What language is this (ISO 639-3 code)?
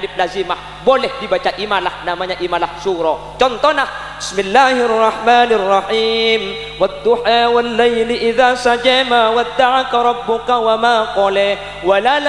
mad